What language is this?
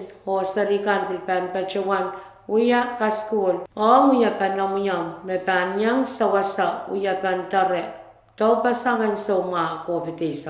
Pohnpeian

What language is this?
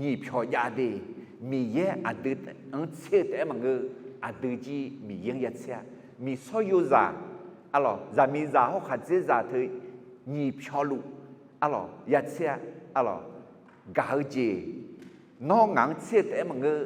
Akha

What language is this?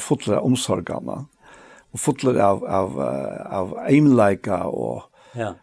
Faroese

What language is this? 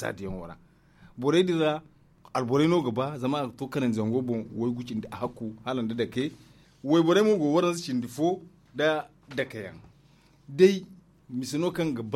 Zarma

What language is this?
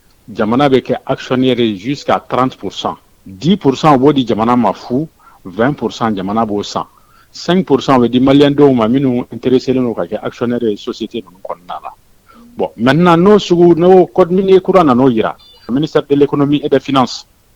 Bambara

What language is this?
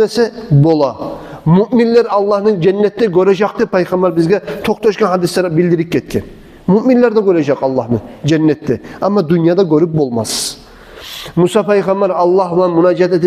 Kumyk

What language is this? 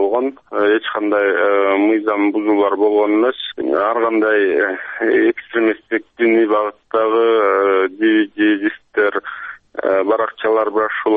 Kyrgyz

